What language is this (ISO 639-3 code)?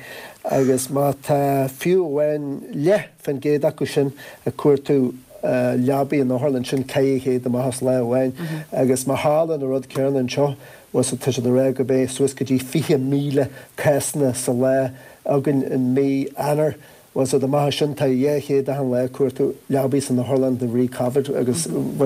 gle